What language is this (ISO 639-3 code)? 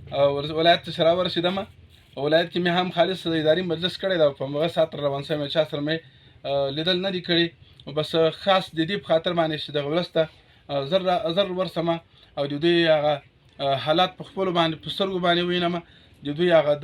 pus